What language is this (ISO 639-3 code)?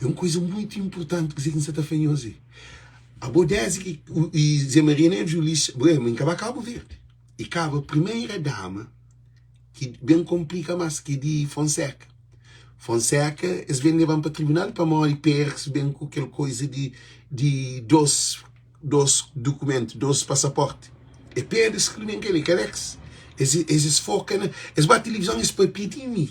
kea